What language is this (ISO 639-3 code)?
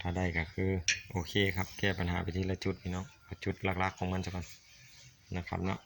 tts